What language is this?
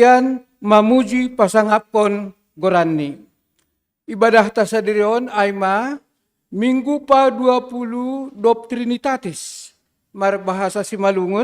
Batak Simalungun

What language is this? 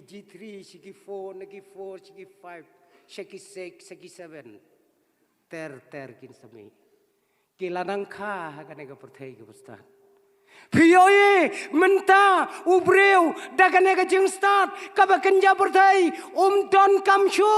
Khasi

